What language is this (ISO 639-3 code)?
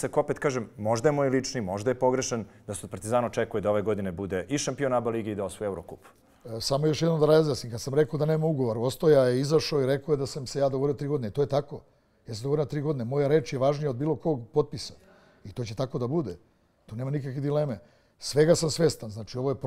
srp